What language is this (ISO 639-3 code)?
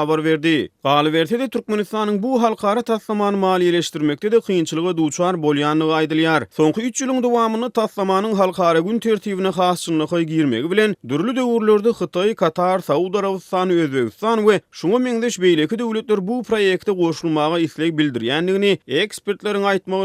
tuk